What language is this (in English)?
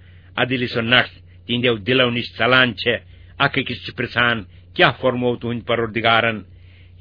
Kashmiri